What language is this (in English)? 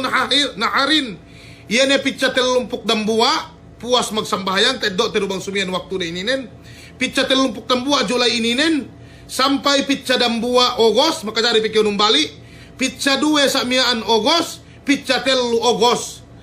Yakan